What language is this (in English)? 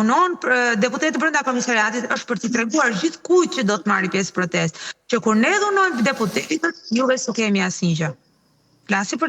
Albanian